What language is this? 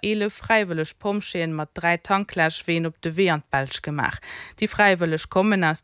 Luxembourgish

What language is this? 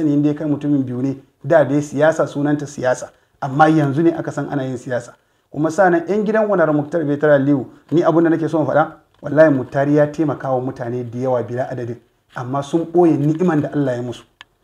Hausa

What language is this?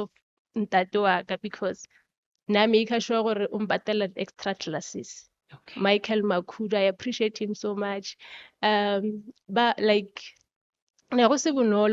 Northern Sotho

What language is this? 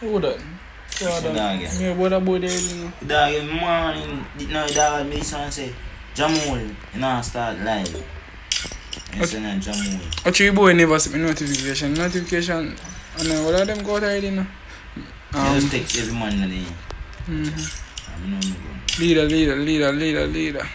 Jamaican Creole English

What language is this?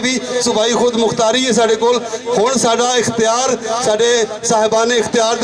Western Panjabi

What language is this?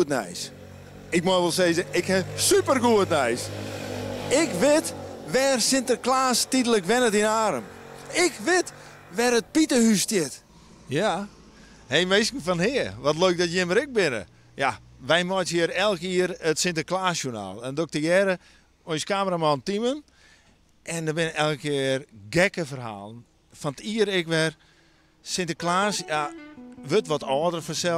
Western Frisian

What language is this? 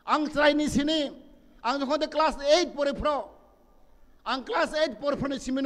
Kok Borok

